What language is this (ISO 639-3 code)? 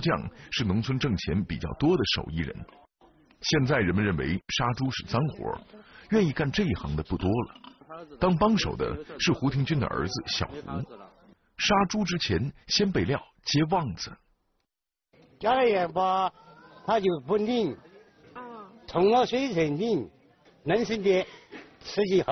zho